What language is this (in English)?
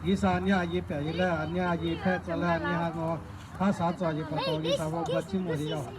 Lahu